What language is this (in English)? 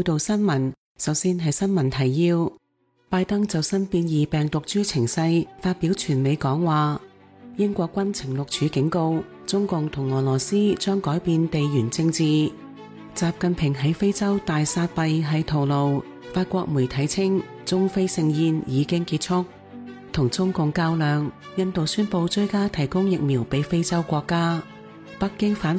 Cantonese